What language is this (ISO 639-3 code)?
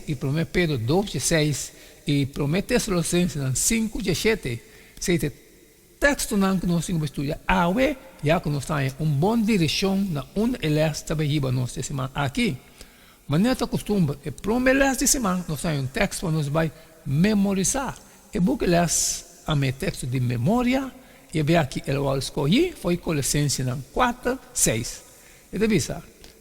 pap